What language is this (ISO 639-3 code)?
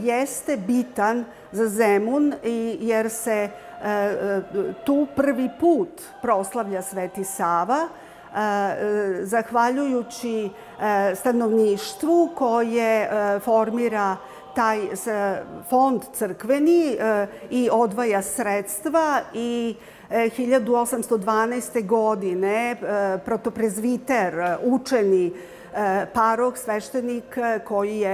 srp